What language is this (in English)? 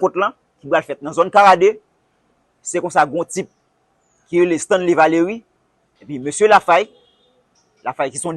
Haitian Creole